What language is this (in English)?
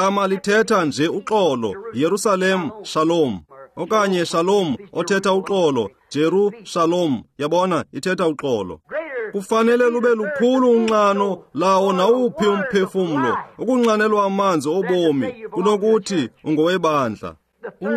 Xhosa